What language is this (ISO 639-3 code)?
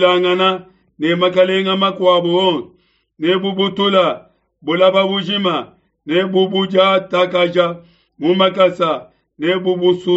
lua